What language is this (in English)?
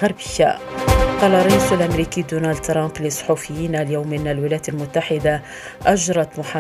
Arabic